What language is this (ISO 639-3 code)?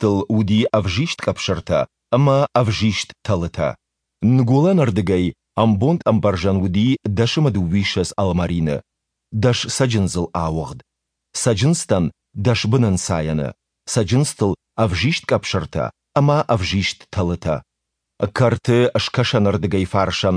oss